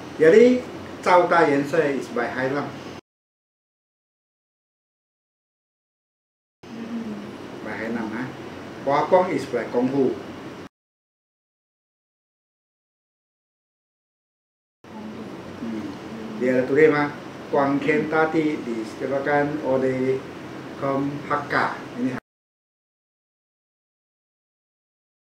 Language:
Malay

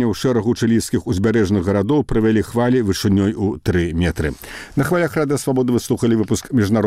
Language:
Belarusian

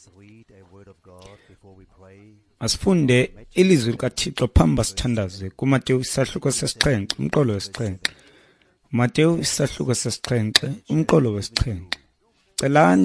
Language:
Xhosa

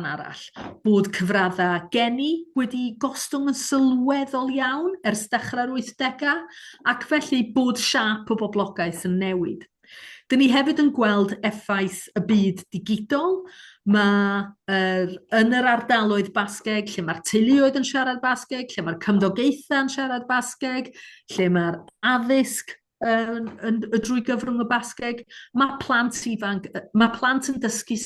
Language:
Welsh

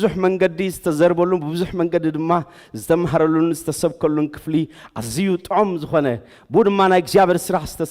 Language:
Tigrinya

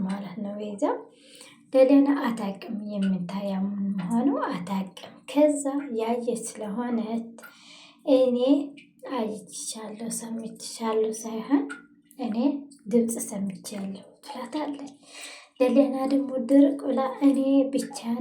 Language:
Amharic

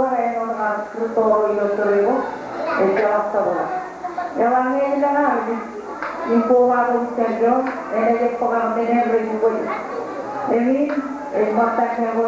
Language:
Marshallese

